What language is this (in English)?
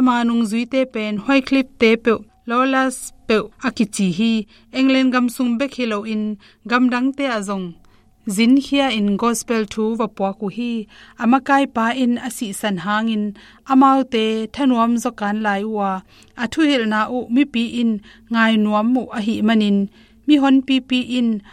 Tedim Chin